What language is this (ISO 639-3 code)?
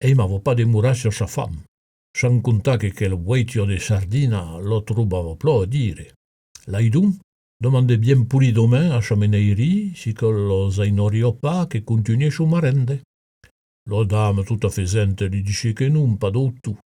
oci